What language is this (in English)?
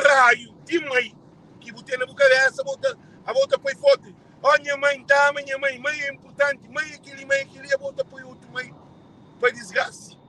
Kabuverdianu